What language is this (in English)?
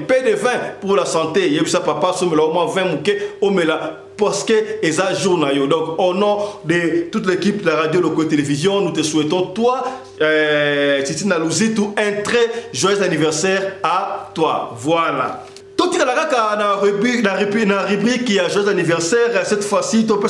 Lingala